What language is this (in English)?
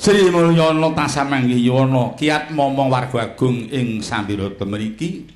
Javanese